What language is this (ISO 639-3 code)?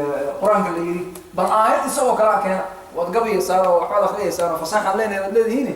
som